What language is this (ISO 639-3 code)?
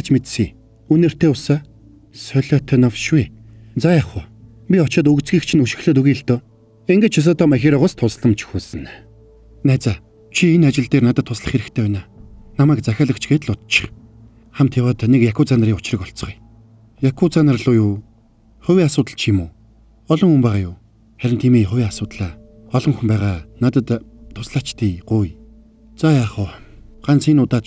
mon